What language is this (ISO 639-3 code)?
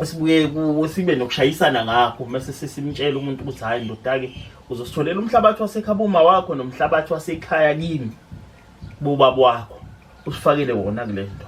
zul